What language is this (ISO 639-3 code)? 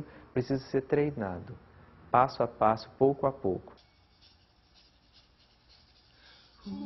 por